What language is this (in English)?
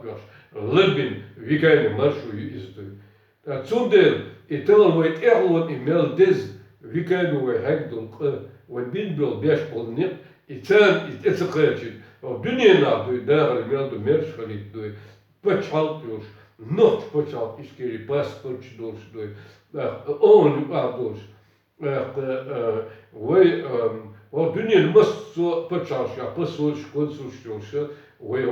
Chechen